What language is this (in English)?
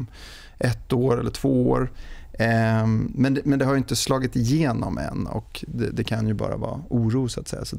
Swedish